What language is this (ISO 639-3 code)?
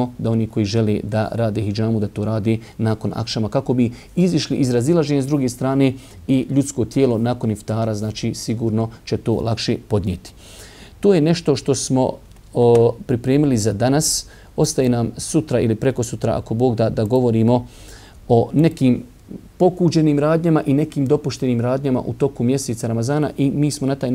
bos